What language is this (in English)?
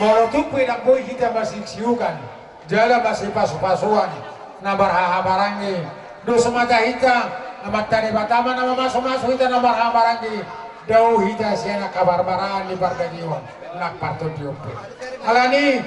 Batak Toba